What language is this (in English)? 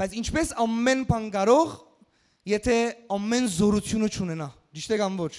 Western Armenian